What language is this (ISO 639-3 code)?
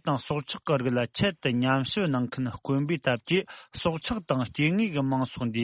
bod